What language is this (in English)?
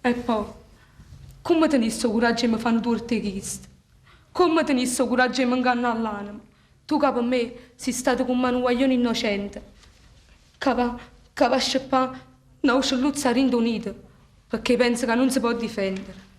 Neapolitan